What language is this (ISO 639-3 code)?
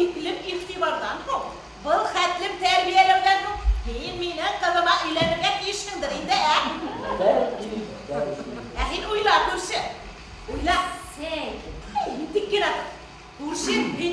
bak